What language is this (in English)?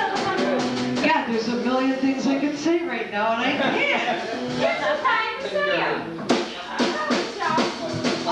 English